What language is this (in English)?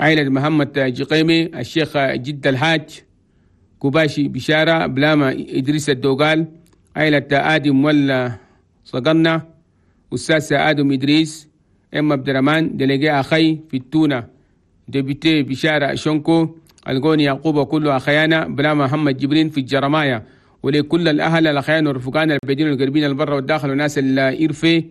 Chadian Arabic